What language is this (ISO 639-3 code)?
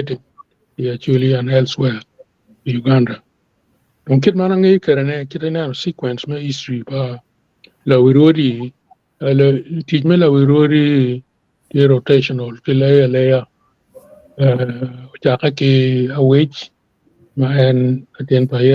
ach